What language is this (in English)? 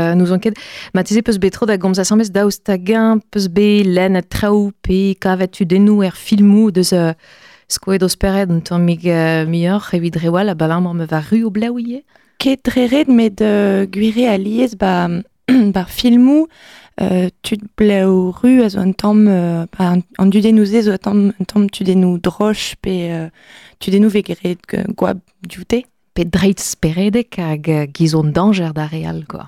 Breton